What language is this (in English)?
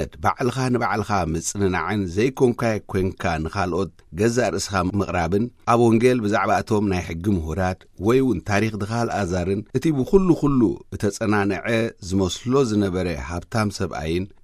Tigrinya